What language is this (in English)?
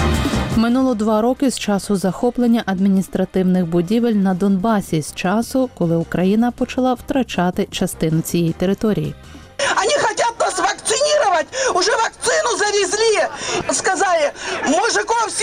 Ukrainian